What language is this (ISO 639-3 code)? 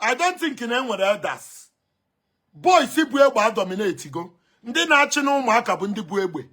ibo